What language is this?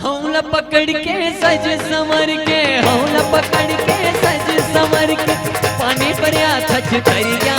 Chhattisgarhi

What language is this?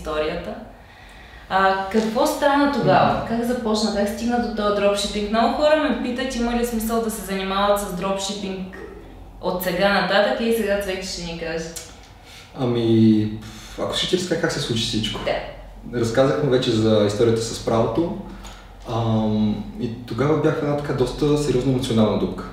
Bulgarian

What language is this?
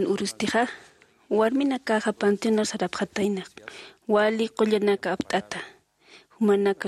Aymara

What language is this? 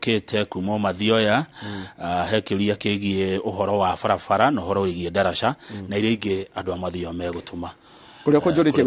Kikuyu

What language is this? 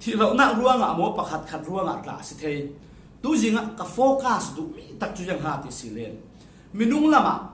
Falam Chin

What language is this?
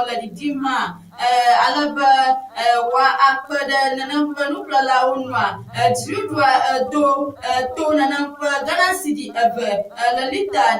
Ewe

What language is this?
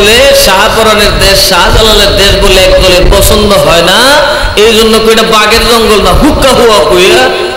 Bangla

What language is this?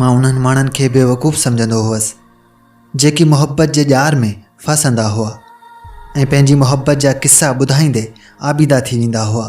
Sindhi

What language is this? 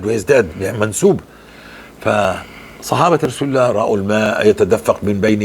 North Levantine Arabic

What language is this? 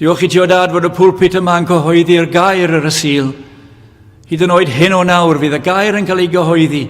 Welsh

